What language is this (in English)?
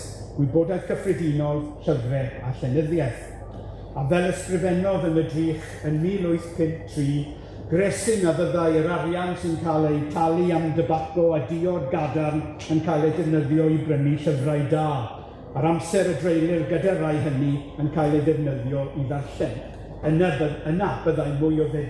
Welsh